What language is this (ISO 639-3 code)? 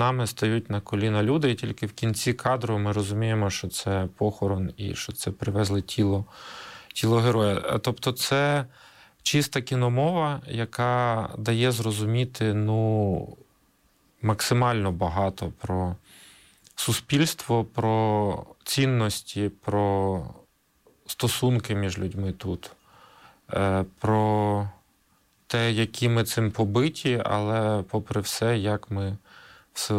ukr